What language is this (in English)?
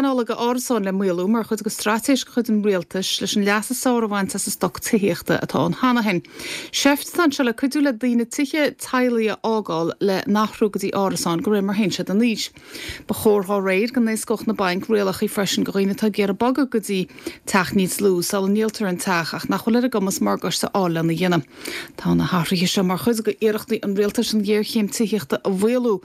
Irish